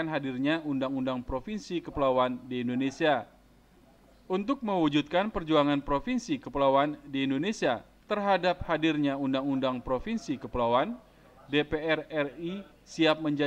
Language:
Indonesian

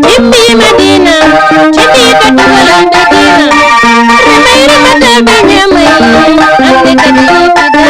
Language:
Fula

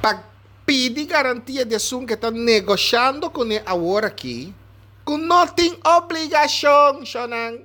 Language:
Papiamento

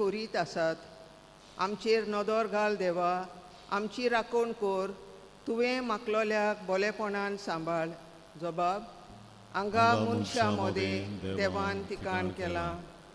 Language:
Konkani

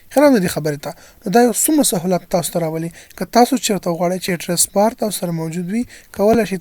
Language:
Pashto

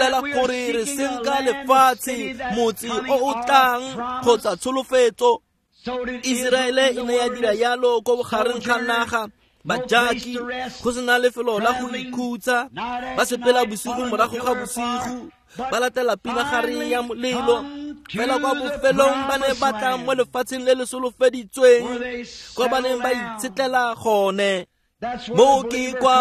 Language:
Tswana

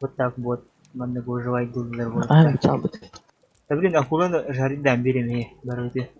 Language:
Yakut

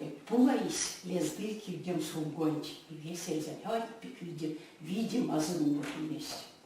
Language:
Erzya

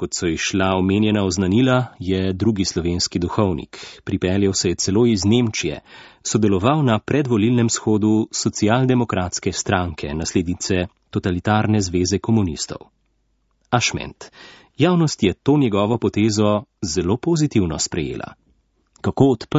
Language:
Slovenian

